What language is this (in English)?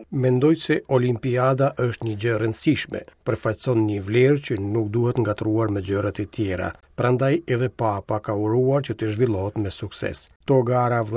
Albanian